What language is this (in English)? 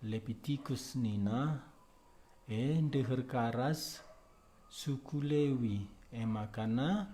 Batak Karo